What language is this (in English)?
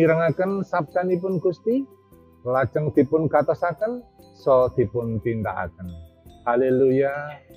Javanese